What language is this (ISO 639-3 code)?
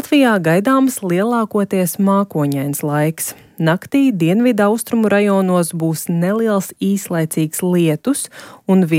lav